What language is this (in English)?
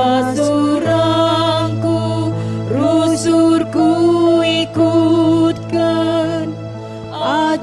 Batak Karo